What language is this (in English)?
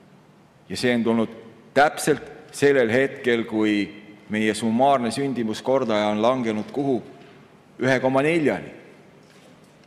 Estonian